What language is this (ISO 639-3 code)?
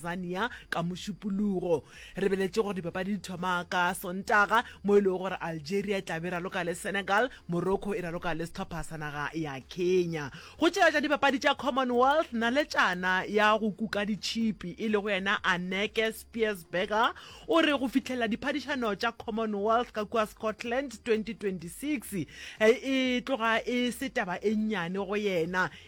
nso